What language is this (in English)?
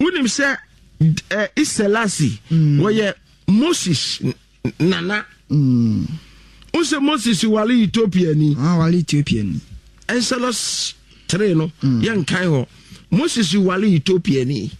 Akan